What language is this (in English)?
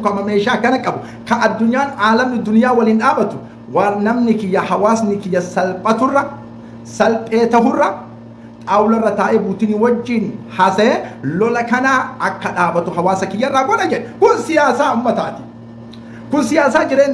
Oromo